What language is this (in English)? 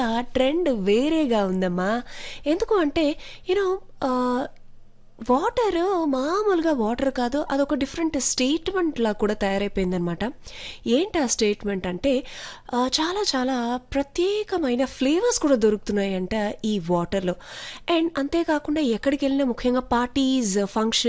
Telugu